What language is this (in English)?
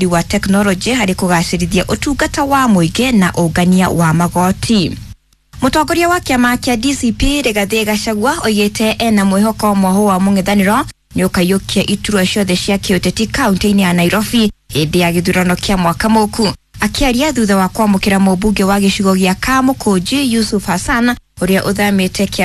Kikuyu